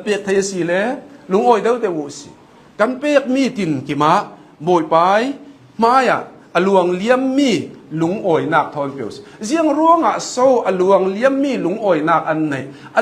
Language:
Hakha Chin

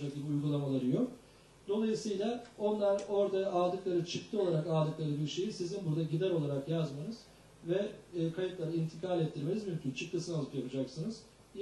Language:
Turkish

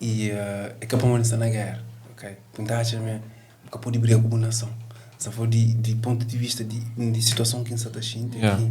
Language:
Kabuverdianu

